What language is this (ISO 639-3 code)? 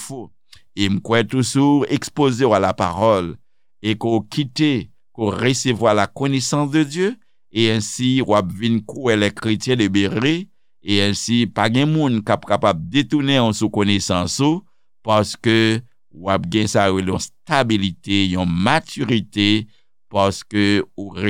hat